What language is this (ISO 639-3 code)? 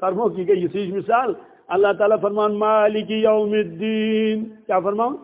kas